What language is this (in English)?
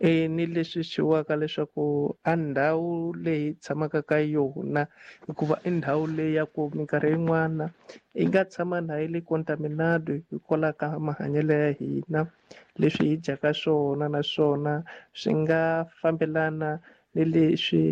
Tsonga